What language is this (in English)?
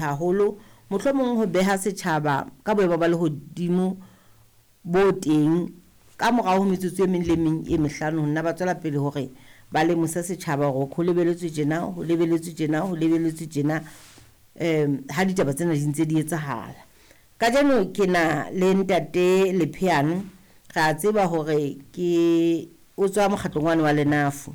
Southern Sotho